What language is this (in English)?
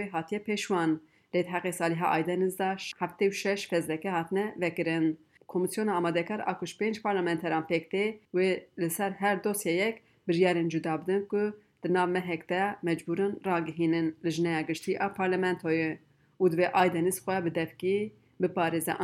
Kurdish